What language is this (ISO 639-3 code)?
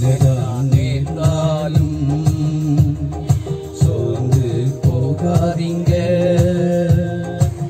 tam